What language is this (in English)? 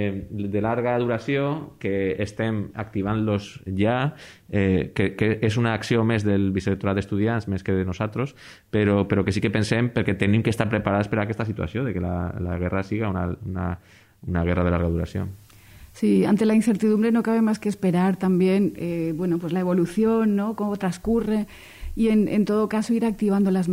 Catalan